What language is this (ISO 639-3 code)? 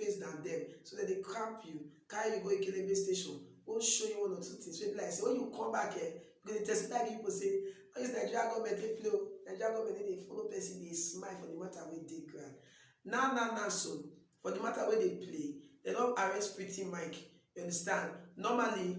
pcm